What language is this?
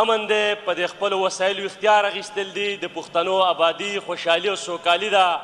Pashto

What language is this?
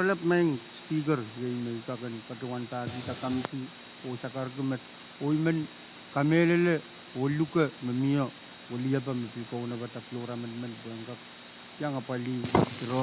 Pohnpeian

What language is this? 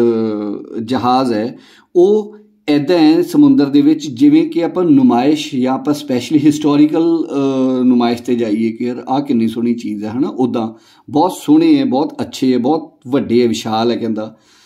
Punjabi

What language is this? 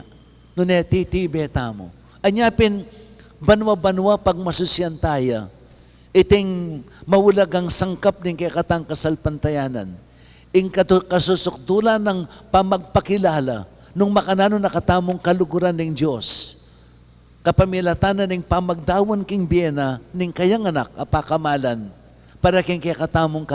Pampanga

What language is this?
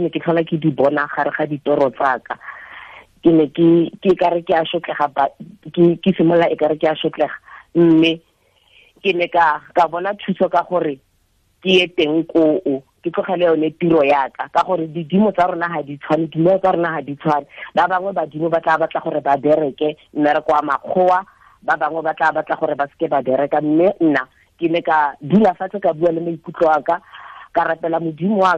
Tswana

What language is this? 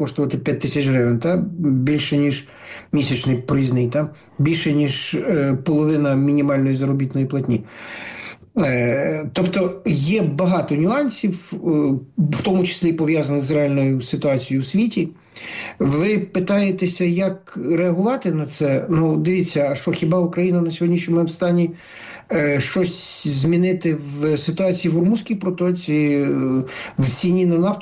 Ukrainian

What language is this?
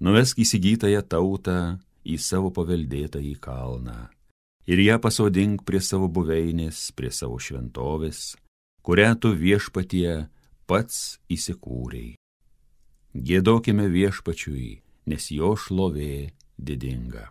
Lithuanian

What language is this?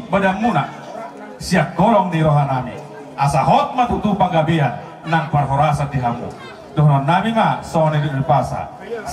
Batak Toba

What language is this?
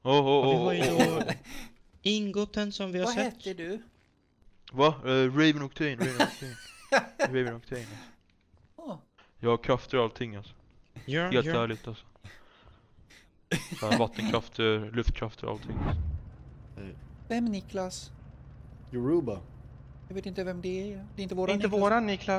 Swedish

